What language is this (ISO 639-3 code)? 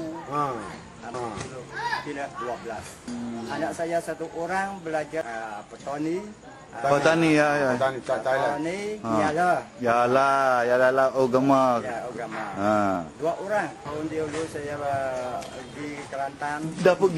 msa